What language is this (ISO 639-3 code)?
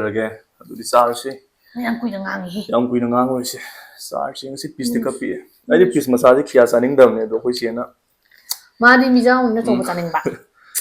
mni